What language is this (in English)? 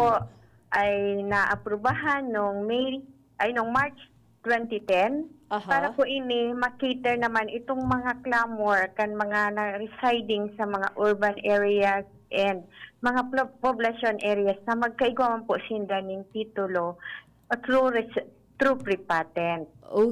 Bikol